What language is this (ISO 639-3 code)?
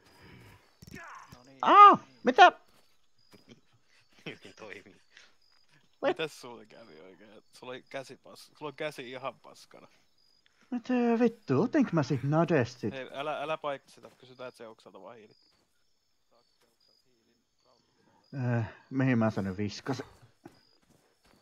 fin